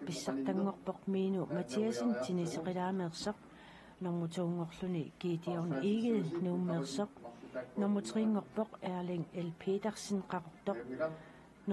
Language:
Kalaallisut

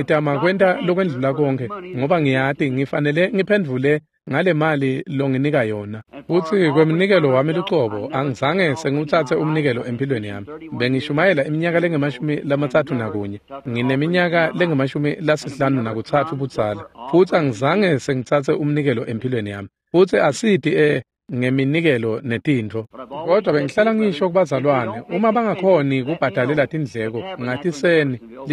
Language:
Swati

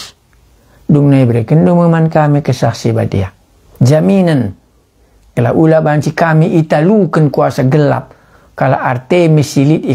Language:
Batak Karo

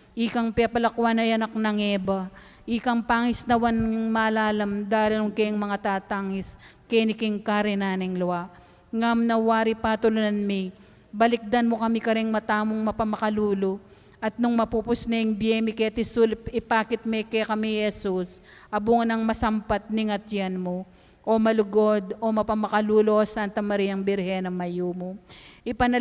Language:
Pampanga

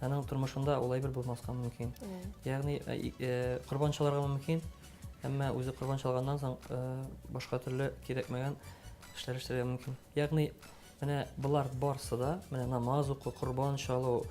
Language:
Tatar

